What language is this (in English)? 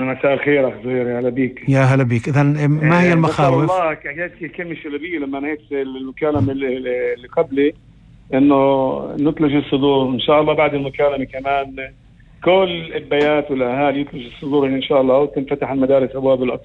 North Levantine Arabic